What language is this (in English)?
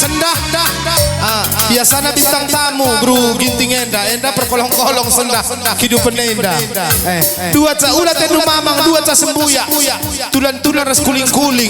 Batak Karo